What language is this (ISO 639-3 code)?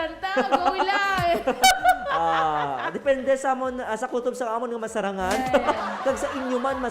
hil